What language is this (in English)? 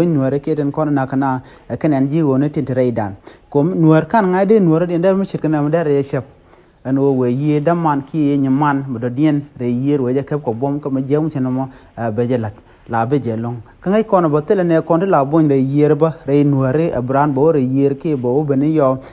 Nuer